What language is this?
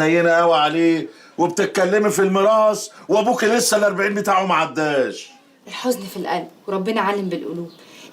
Egyptian Arabic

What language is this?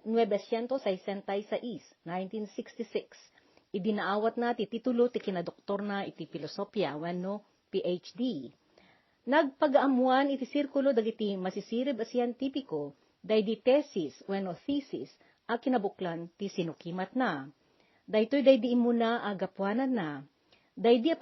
Iloko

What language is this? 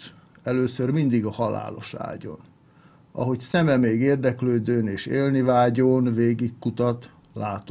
Hungarian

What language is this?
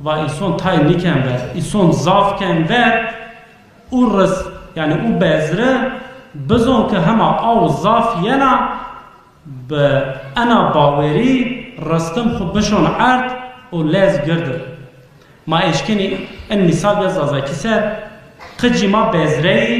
Zaza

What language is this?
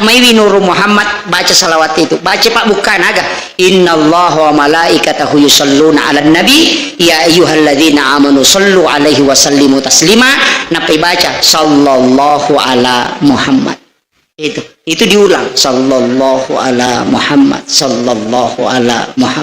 Buginese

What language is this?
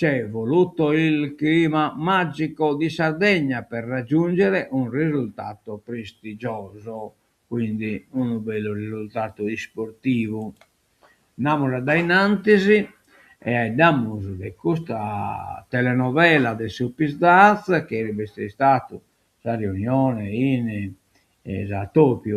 Sardinian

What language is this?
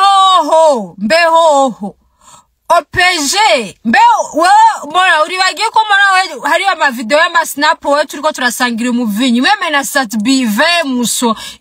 Rundi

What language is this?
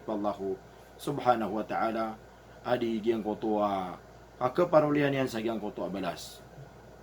Maranao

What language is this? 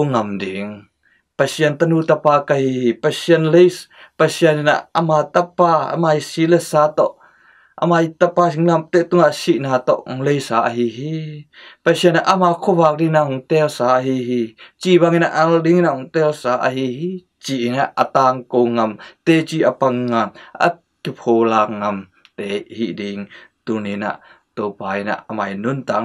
Tedim Chin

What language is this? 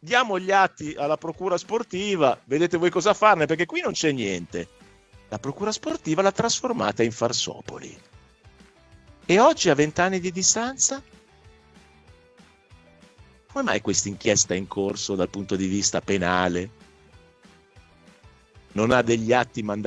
Italian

